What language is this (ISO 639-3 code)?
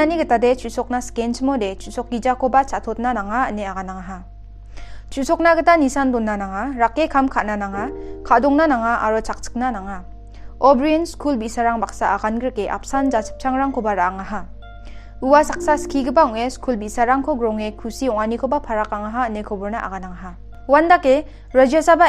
grt